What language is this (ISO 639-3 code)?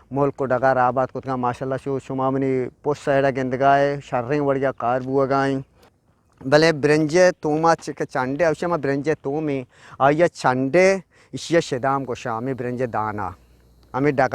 bgp